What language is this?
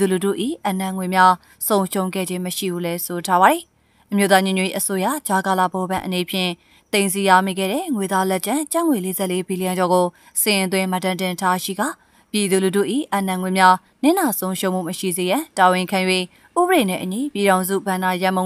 Burmese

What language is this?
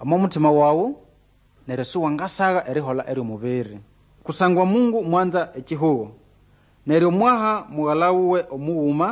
Nande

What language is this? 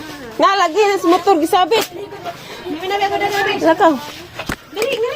Cebuano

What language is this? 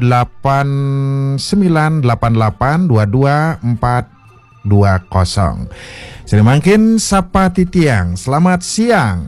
Balinese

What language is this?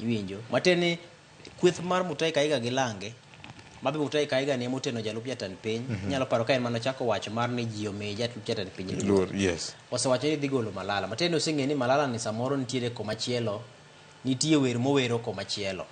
Luo (Kenya and Tanzania)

